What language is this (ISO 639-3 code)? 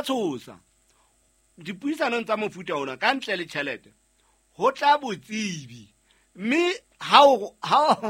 sot